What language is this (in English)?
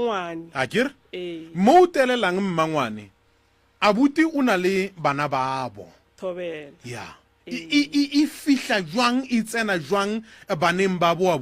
Northern Sotho